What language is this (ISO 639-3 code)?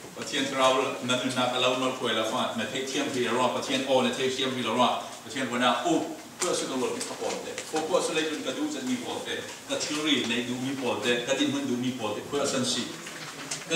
cfm